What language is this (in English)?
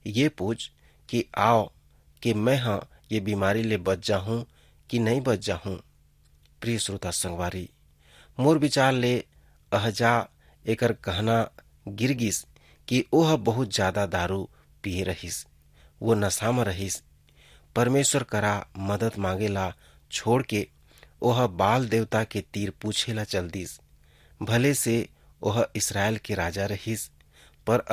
Chhattisgarhi